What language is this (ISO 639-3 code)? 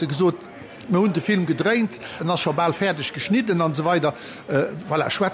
ltz